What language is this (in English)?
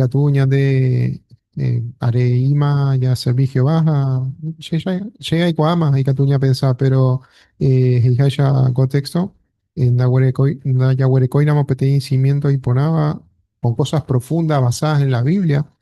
Guarani